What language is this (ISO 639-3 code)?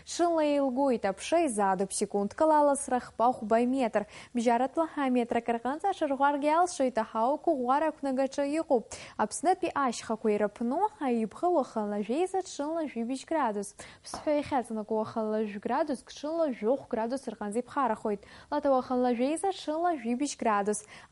abk